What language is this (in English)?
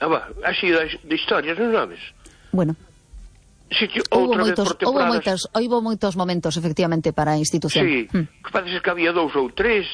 Galician